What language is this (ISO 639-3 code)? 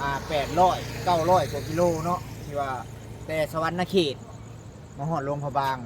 tts